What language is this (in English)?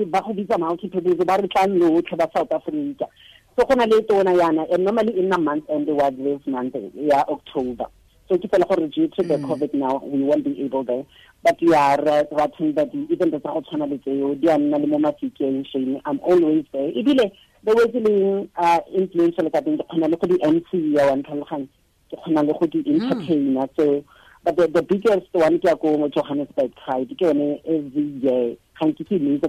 Tswana